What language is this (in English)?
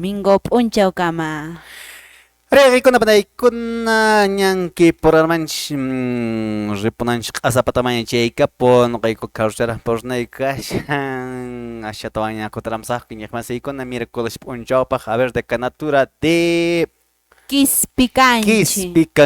Quechua